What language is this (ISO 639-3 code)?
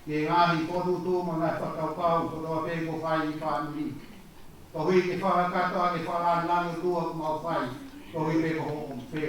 ton